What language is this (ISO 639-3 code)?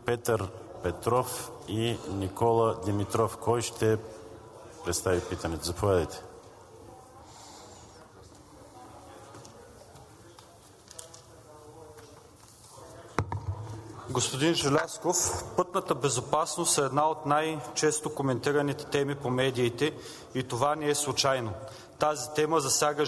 bul